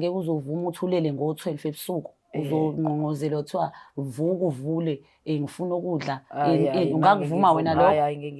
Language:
Zulu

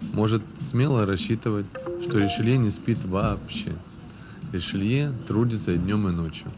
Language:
Russian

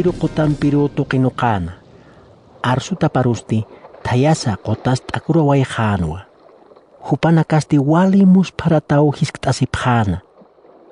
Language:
Aymara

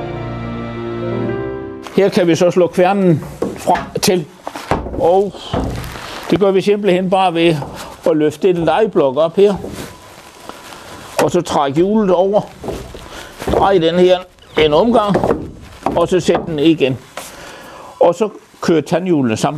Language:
Danish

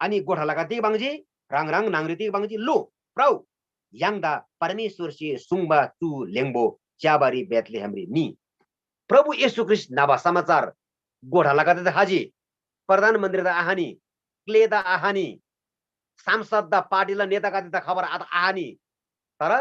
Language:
Eastern Tamang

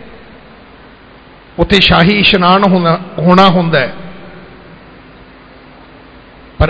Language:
Punjabi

